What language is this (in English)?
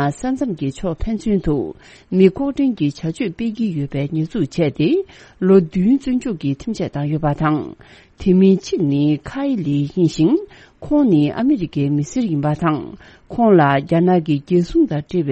Tibetan